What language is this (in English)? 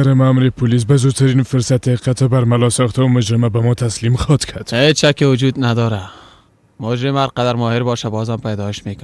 Persian